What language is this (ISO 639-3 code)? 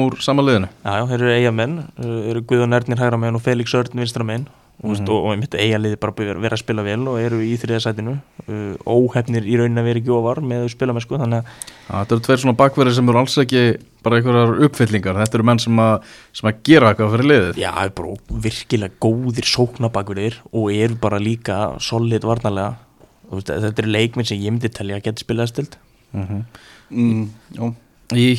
isl